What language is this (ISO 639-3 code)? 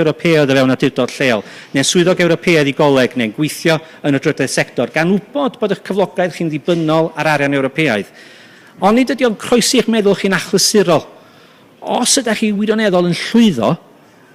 cym